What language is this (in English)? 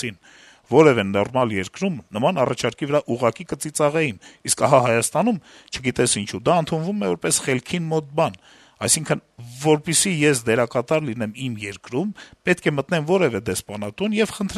Armenian